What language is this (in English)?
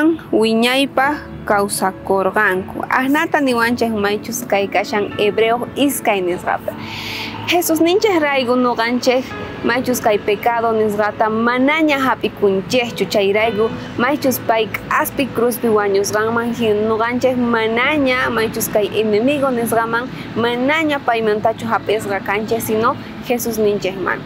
South Bolivian Quechua